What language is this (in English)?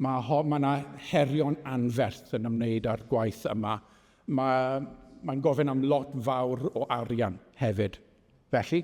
Welsh